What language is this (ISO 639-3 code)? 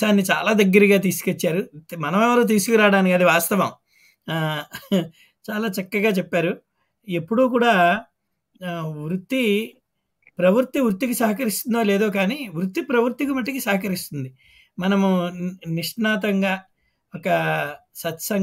tel